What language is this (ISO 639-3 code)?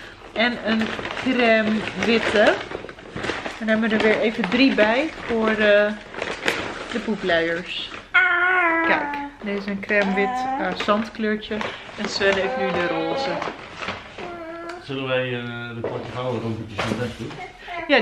nld